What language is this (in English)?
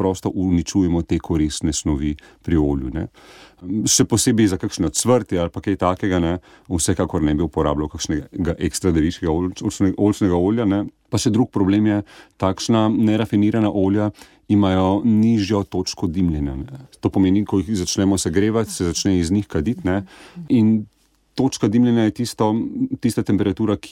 Slovenian